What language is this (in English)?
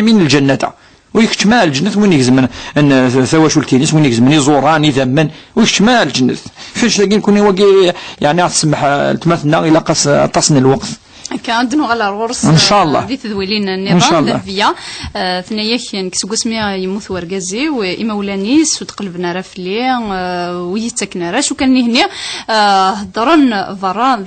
Kabyle